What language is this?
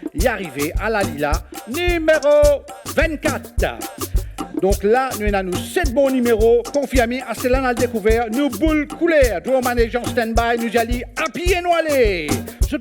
Morisyen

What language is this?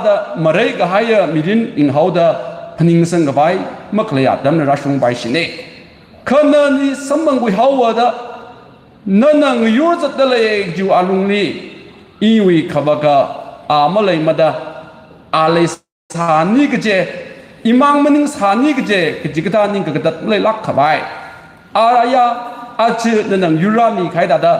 Tangkhul Naga (India)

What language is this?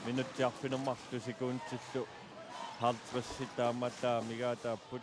Kalaallisut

